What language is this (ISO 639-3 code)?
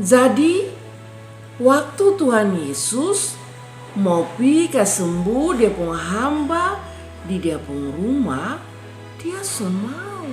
mkn